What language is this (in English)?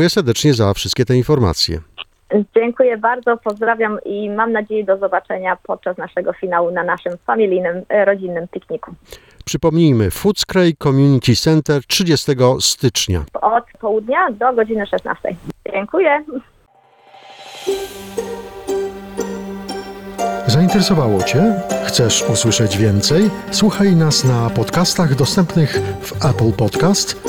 Polish